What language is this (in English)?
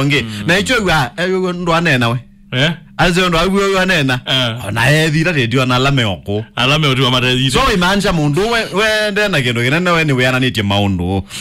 Kamba